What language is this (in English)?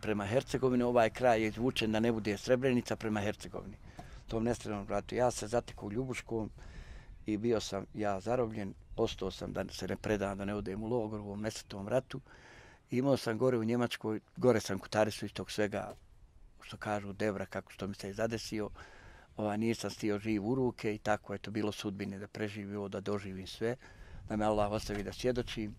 Bosnian